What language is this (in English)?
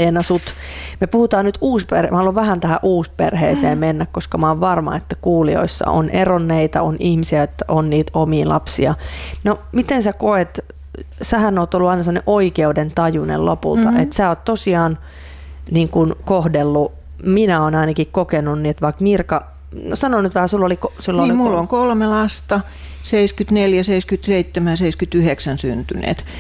Finnish